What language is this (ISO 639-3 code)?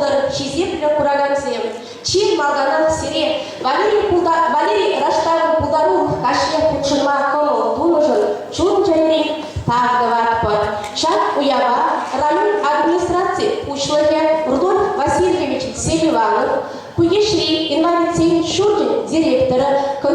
chv